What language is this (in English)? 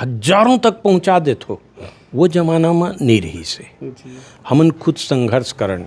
Chhattisgarhi